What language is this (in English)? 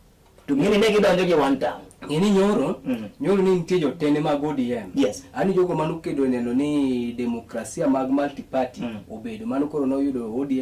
Luo (Kenya and Tanzania)